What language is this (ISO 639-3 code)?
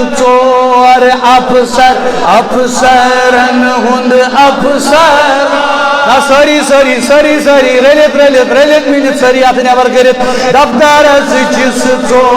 kas